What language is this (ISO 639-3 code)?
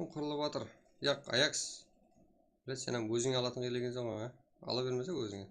kaa